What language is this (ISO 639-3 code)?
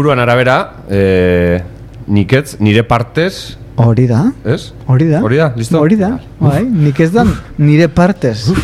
eus